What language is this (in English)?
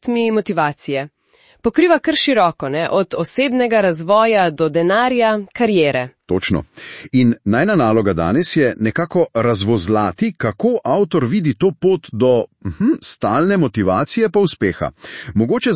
Slovenian